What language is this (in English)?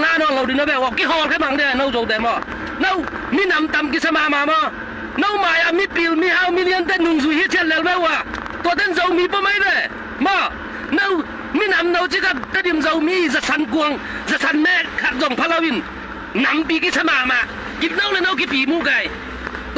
Tedim Chin